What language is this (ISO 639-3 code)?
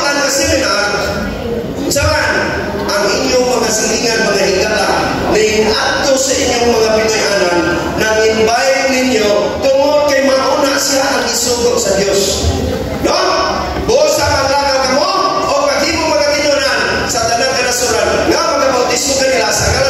ceb